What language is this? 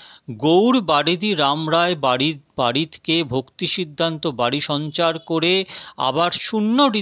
Bangla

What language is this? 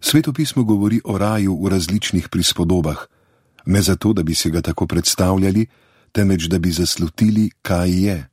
Slovenian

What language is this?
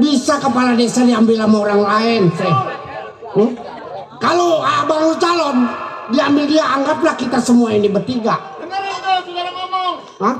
Betawi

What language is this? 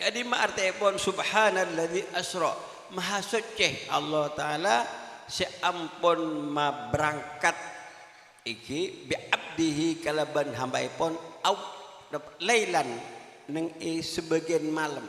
Madurese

